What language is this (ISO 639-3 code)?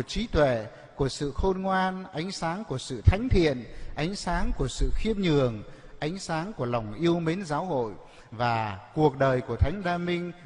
vie